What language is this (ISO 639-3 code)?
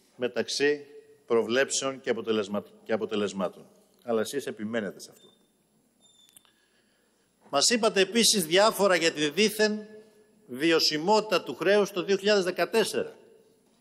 ell